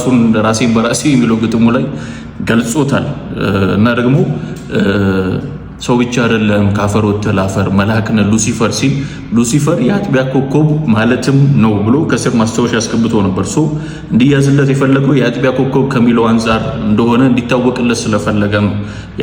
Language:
Amharic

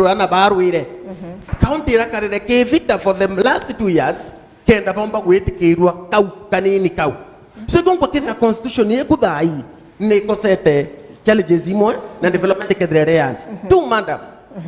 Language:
Meru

